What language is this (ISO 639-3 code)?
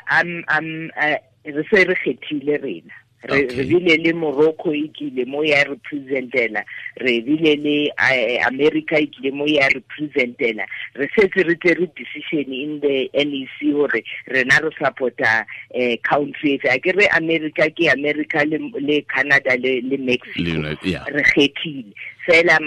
tsn